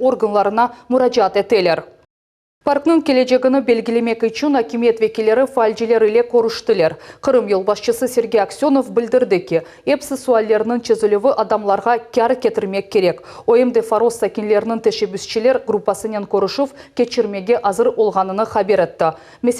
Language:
Crimean Tatar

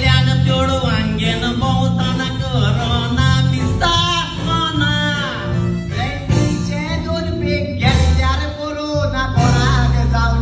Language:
Konkani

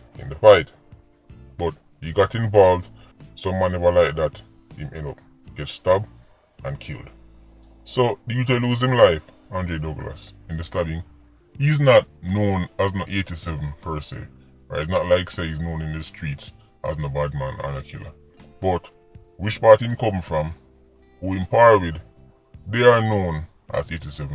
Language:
Jamaican Creole English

